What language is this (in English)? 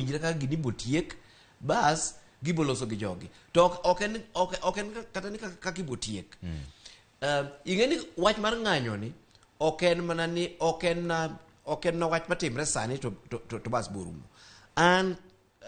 Luo (Kenya and Tanzania)